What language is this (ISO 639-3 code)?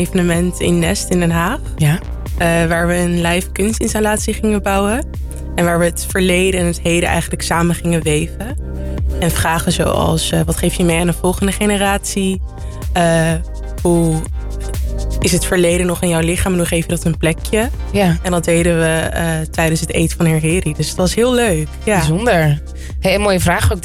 nld